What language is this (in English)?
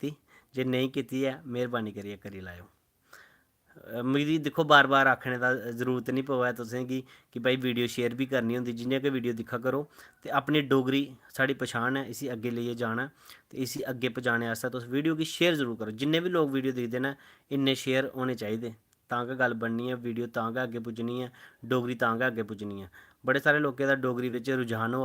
Dogri